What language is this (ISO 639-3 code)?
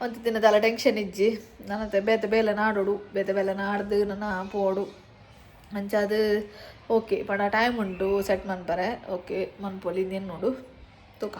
tcy